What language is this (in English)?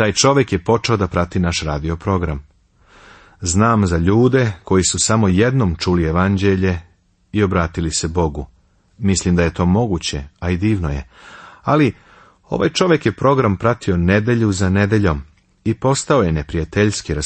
Serbian